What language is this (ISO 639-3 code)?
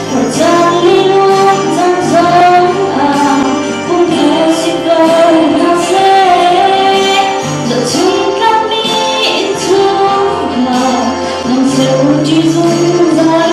cnh